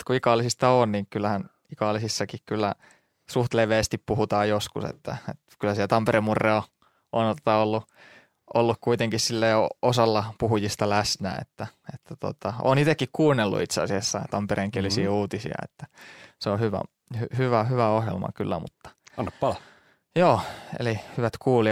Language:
Finnish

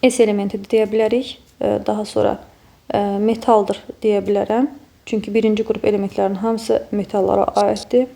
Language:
Azerbaijani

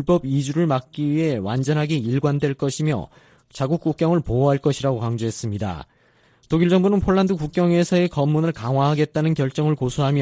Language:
Korean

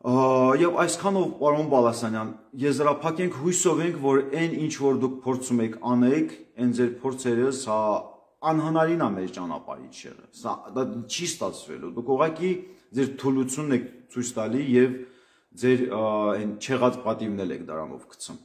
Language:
Armenian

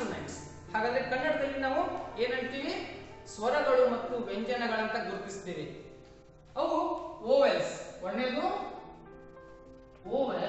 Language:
Kannada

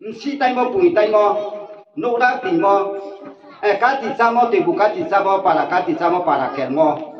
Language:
Riang (India)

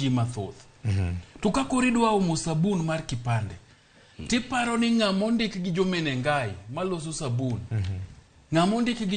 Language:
Luo (Kenya and Tanzania)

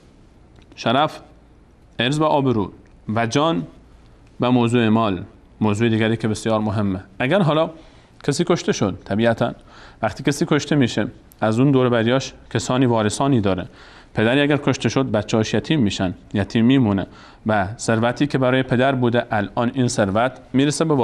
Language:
Persian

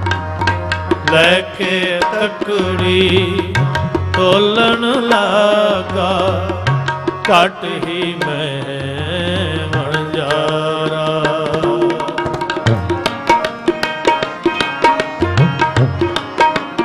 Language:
Punjabi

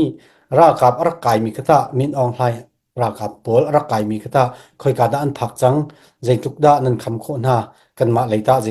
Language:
Hakha Chin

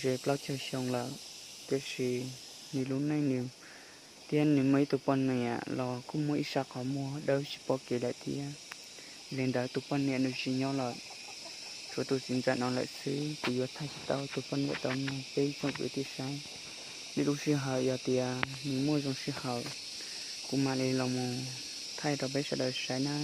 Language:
Hmong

